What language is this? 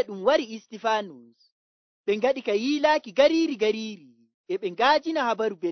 Nigerian Fulfulde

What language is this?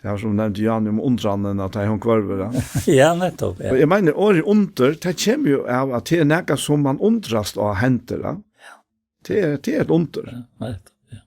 Faroese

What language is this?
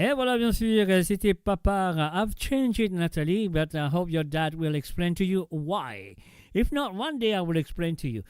Morisyen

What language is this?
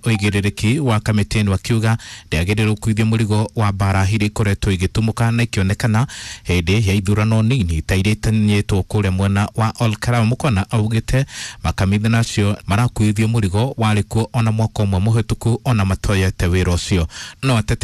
Kikuyu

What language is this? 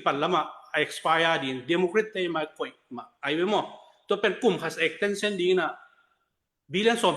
Tedim Chin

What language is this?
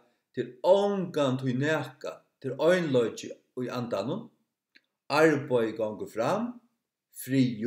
Faroese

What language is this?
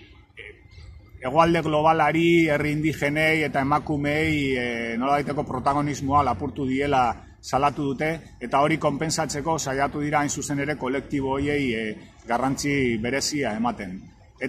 Basque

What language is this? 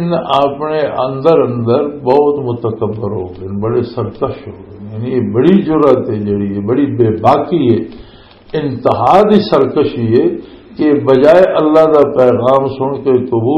Western Panjabi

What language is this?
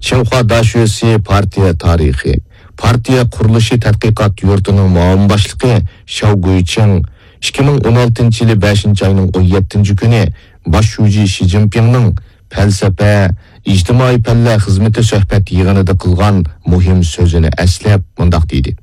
Uyghur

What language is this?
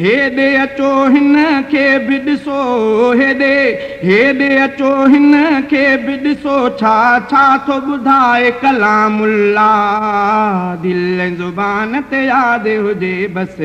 Sindhi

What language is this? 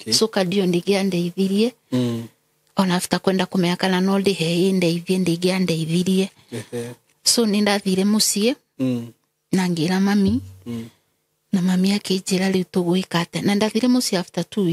Kikuyu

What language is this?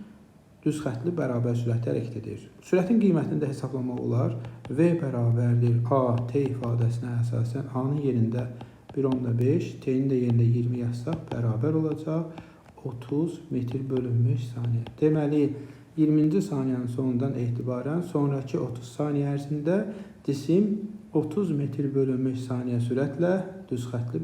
Azerbaijani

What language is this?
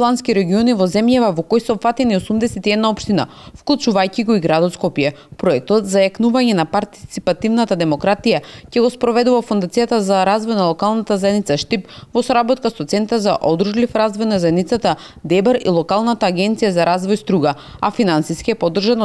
Macedonian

